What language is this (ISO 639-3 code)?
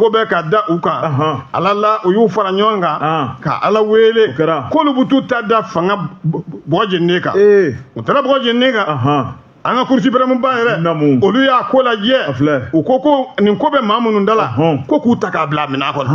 bam